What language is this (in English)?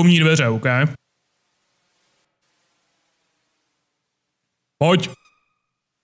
Czech